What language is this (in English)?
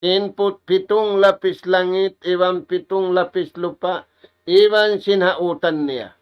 Tausug